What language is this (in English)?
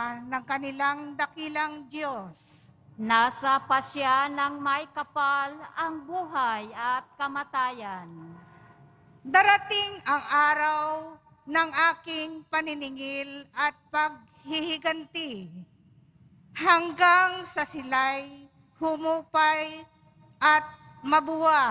Filipino